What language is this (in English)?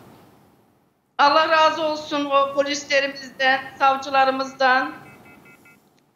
Turkish